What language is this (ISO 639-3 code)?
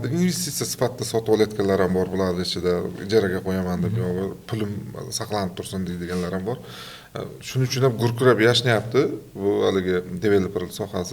uzb